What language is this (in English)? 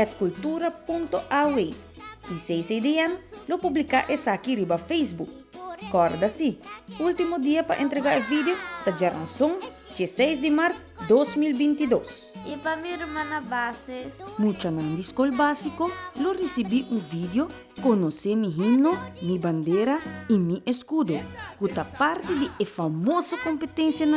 Papiamento